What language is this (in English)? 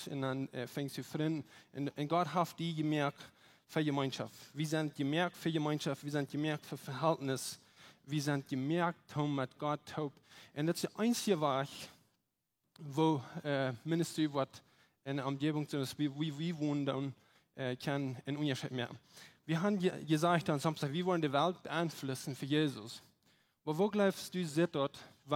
Plautdietsch